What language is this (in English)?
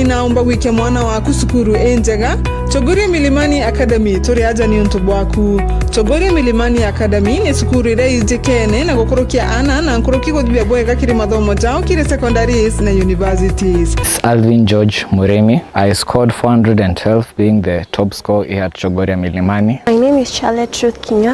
Meru